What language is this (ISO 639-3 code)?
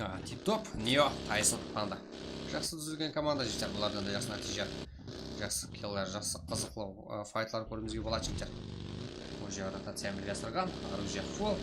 kaa